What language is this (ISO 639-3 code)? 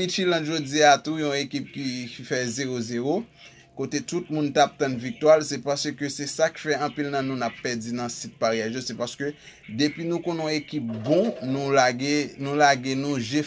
hat